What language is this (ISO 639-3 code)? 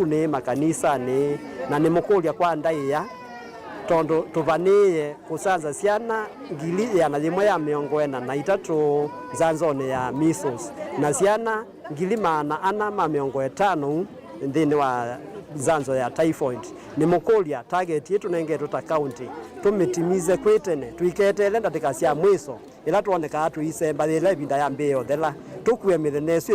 kam